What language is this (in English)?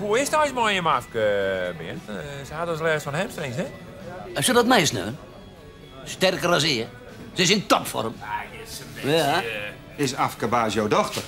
Western Frisian